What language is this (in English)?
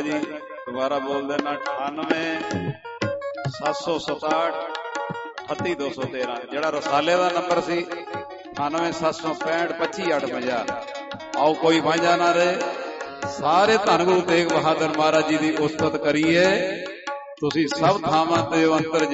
Punjabi